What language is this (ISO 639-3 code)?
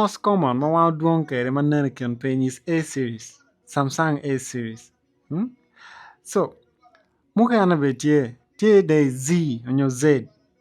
ach